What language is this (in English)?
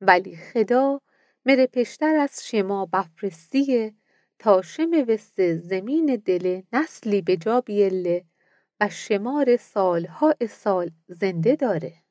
Mazanderani